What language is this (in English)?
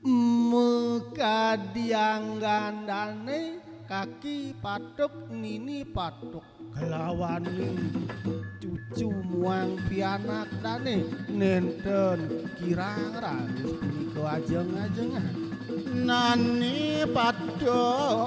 Balinese